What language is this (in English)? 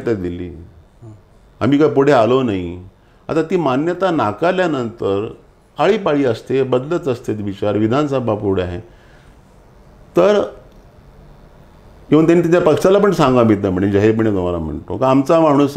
Marathi